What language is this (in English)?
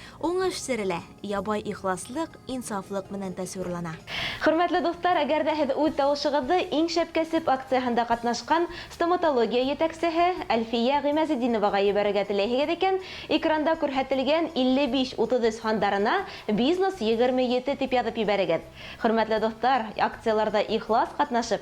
Bashkir